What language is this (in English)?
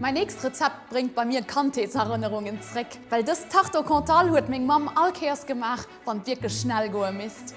Luxembourgish